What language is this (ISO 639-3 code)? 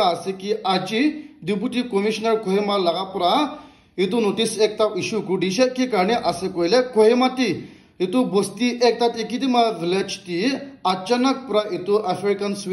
nag